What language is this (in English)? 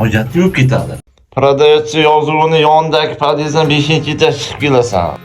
Uzbek